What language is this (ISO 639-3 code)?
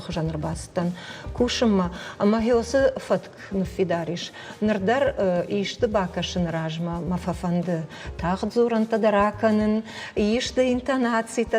oss